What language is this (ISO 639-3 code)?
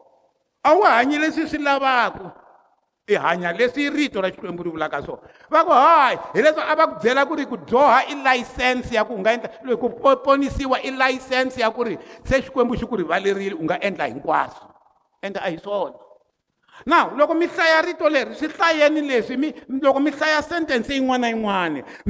tso